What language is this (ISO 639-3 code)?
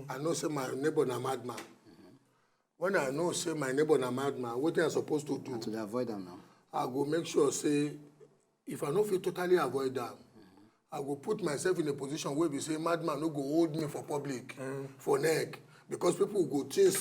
pcm